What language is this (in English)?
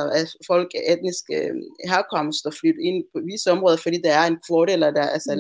Danish